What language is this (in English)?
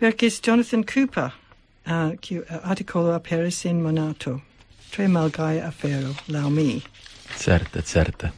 Esperanto